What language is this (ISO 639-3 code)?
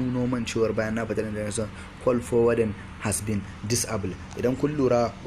hau